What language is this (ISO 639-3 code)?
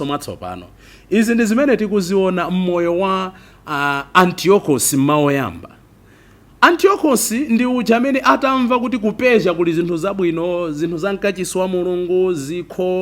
nya